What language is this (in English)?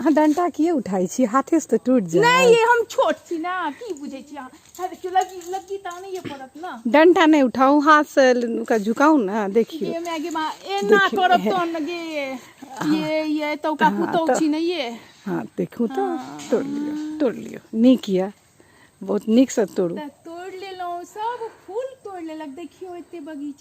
Maithili